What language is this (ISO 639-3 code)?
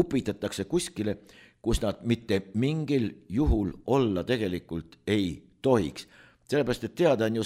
est